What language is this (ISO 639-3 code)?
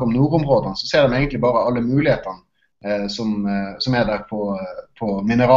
nor